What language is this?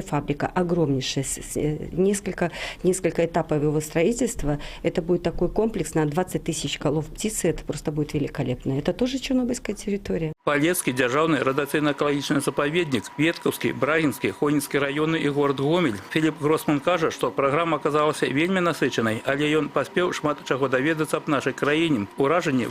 Belarusian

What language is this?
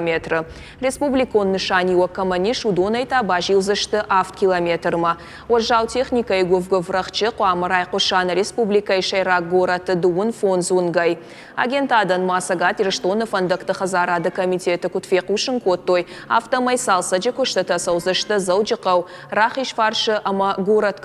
Ossetic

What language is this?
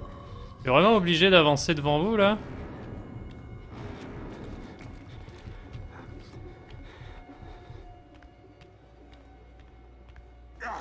French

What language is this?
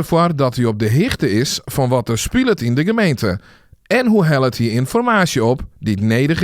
Western Frisian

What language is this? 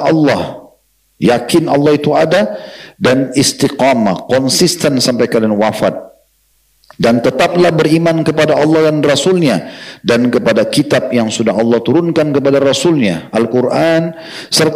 Indonesian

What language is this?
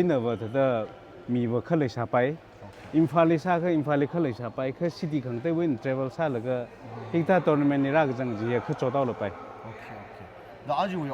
Tangkhul Naga (India)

